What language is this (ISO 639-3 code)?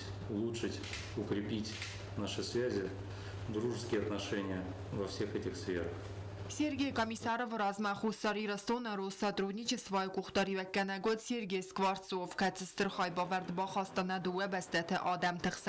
oss